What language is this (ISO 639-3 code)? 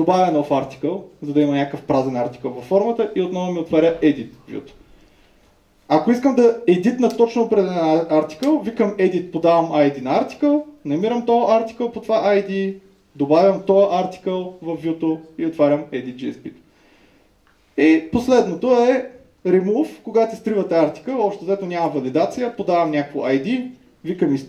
bul